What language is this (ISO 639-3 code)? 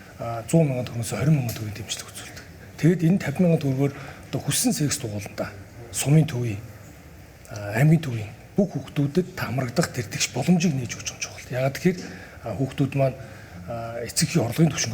mon